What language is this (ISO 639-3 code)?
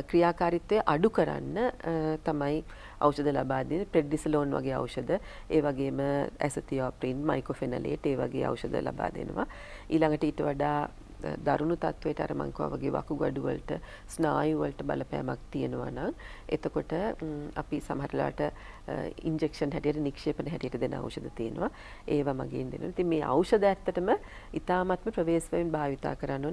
sin